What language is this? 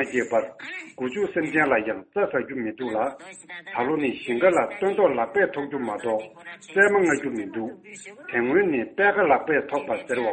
Tibetan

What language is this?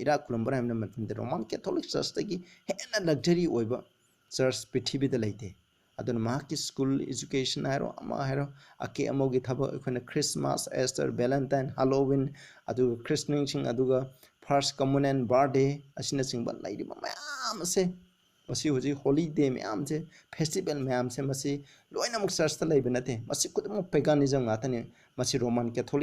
Manipuri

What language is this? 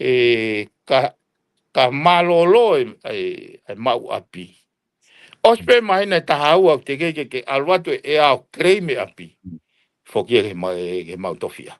Tongan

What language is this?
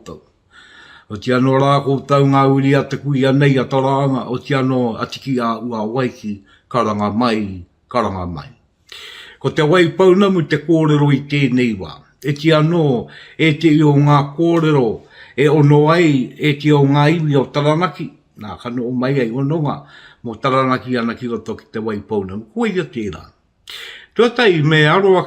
Māori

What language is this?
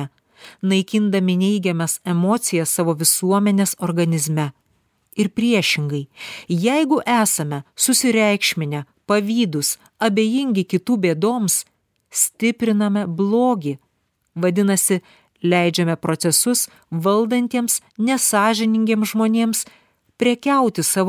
Lithuanian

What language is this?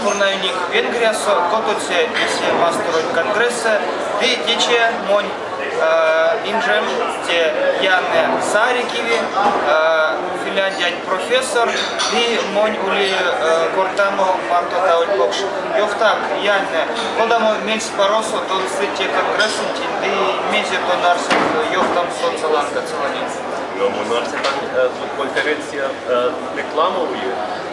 Erzya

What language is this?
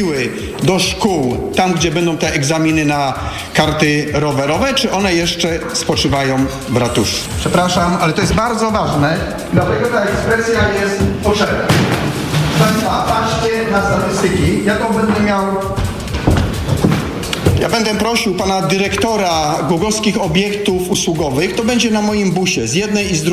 Polish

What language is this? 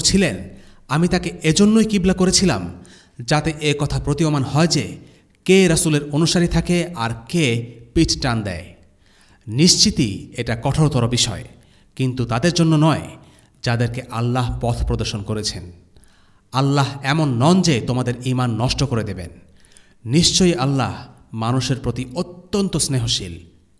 Bangla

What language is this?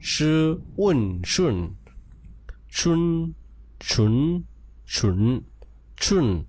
Shan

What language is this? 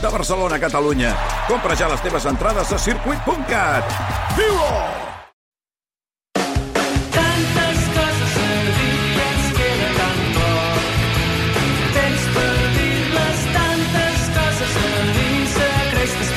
Catalan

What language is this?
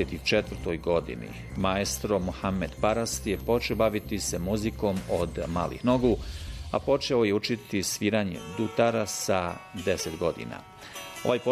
Bosnian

